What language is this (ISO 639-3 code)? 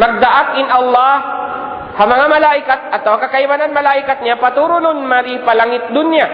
tsg